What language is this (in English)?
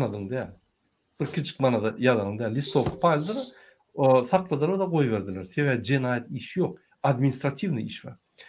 Turkmen